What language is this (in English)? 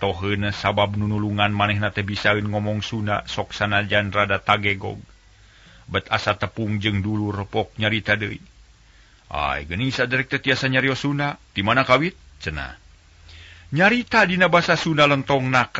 Sundanese